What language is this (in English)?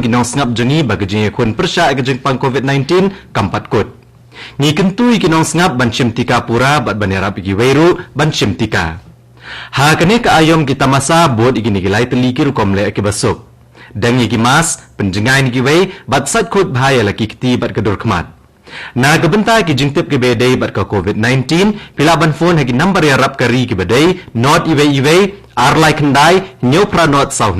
Khasi